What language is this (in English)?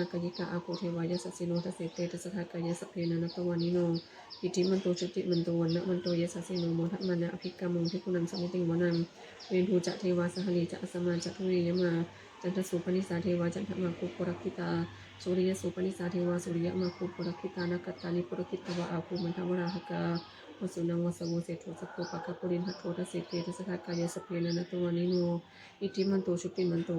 Pali